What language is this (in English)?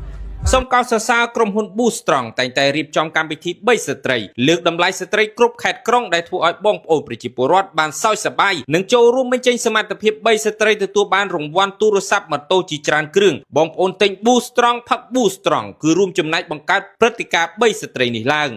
Khmer